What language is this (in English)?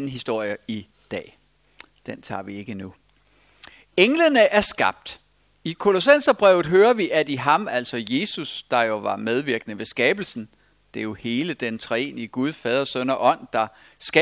Danish